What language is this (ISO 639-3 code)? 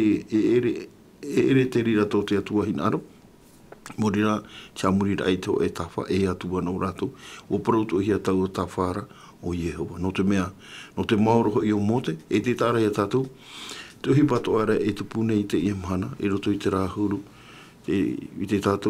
tah